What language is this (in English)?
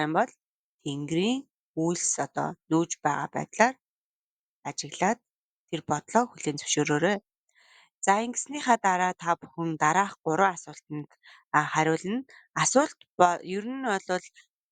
Mongolian